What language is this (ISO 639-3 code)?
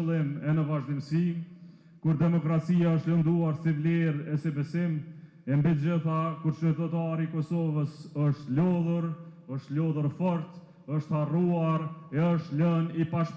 sqi